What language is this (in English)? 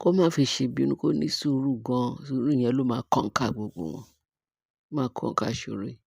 Yoruba